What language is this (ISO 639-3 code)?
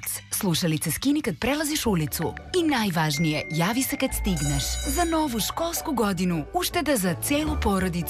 srp